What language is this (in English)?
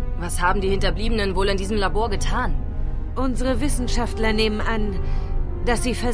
Bavarian